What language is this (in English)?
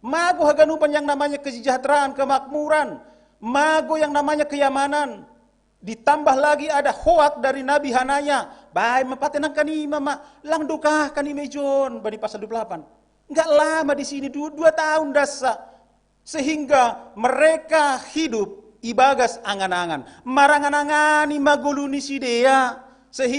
Batak Simalungun